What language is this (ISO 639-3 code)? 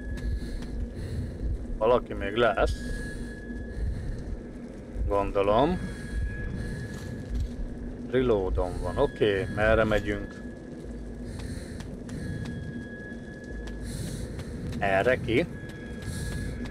hun